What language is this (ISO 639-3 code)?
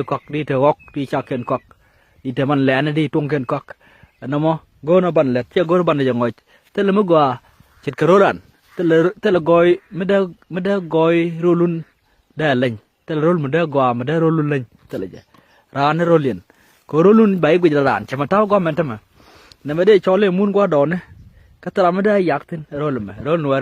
nus